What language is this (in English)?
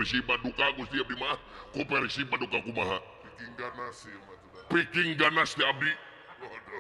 Sundanese